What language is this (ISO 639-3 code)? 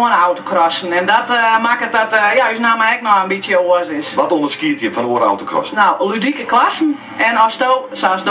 fry